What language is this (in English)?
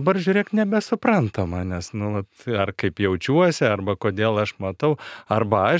Lithuanian